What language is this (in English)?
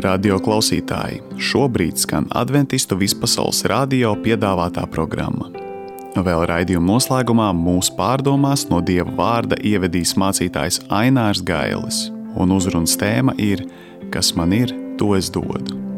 Latvian